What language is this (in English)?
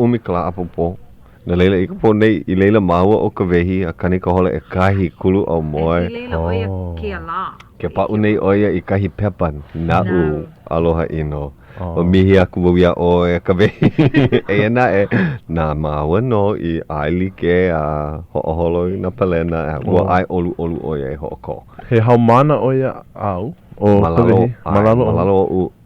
Hawaiian